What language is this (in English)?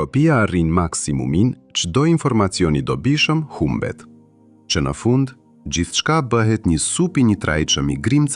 Albanian